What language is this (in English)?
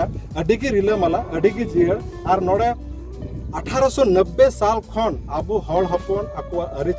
Santali